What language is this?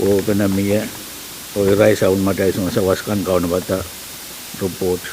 Pohnpeian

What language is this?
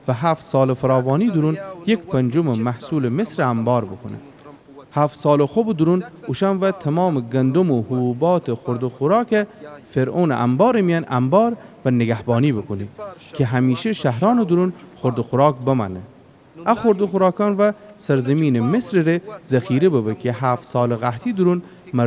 Gilaki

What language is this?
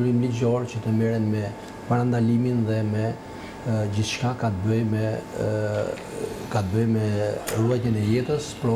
Albanian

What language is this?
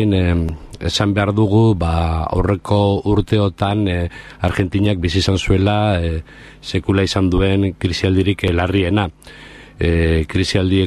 Basque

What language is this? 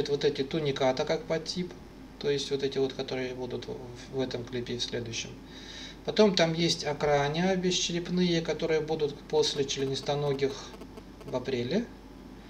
Russian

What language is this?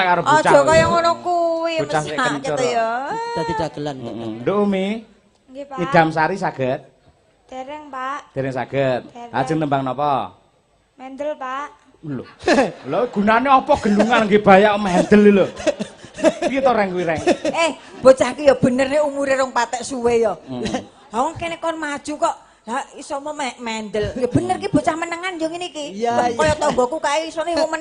Javanese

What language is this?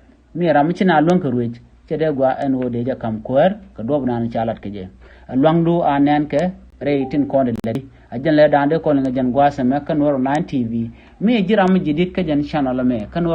Nuer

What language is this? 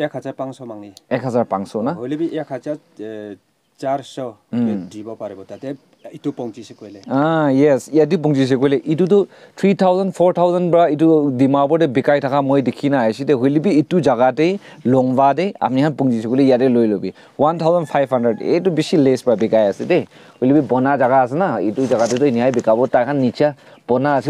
Naga Pidgin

